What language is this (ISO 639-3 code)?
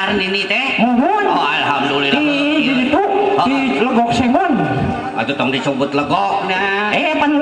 sun